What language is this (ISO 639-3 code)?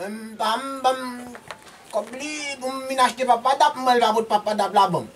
hat